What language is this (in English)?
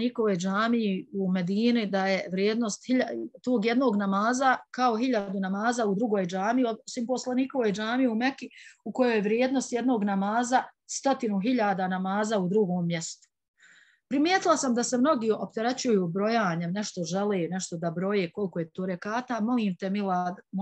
Bosnian